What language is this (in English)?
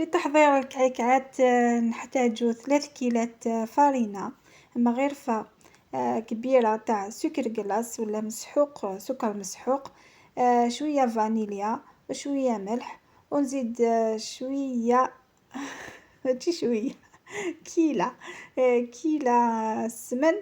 Algerian Arabic